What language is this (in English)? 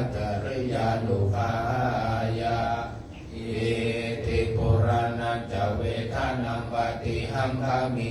Pali